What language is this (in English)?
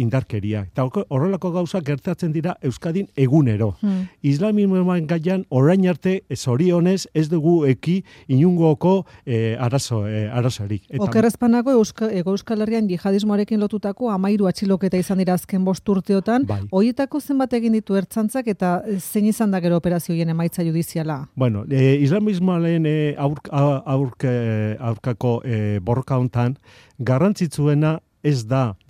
Basque